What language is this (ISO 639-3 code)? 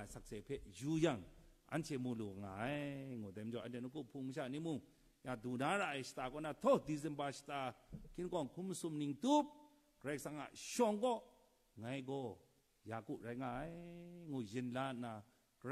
kac